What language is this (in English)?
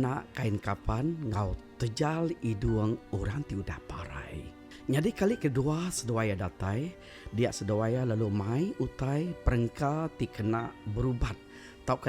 Iban